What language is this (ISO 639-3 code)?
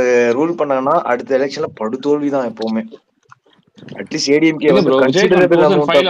tam